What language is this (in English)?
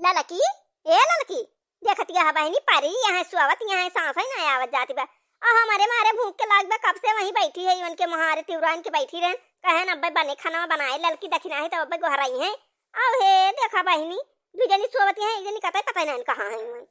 Awadhi